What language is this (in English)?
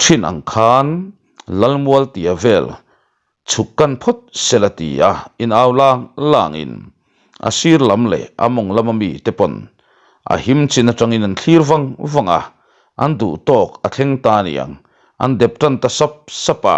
Mizo